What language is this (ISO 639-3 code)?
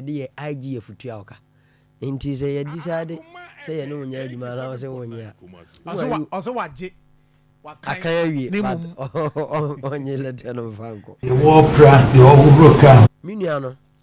aka